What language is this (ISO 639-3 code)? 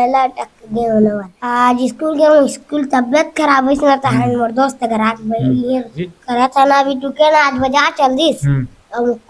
hne